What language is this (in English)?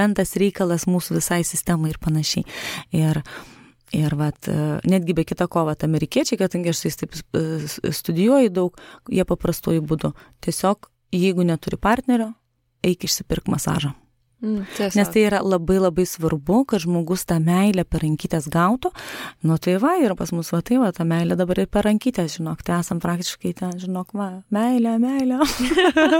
Lithuanian